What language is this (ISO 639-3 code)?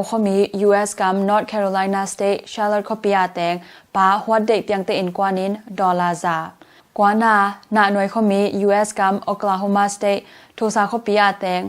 ctd